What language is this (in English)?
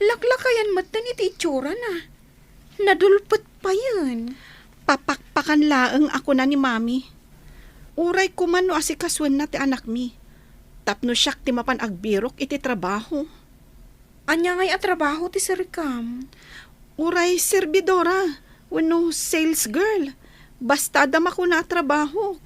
Iloko